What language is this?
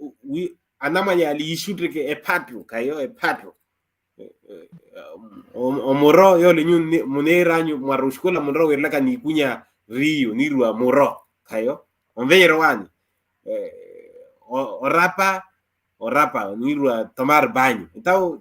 Makhuwa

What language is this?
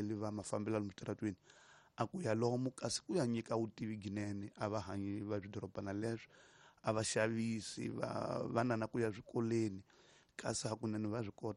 Tsonga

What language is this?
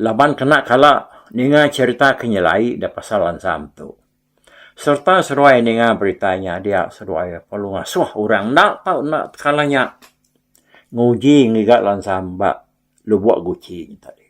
Iban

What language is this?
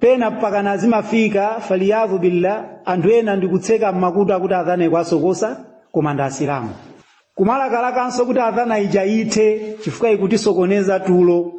Nyanja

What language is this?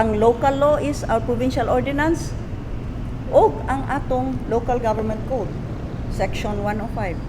Cebuano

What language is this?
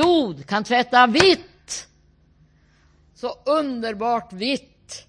Swedish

